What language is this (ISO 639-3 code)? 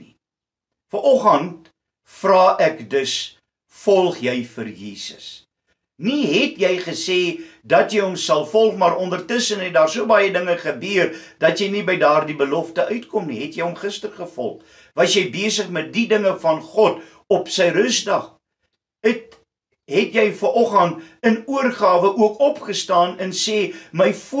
afr